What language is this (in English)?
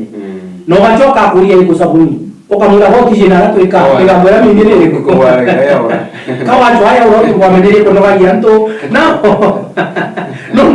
Meru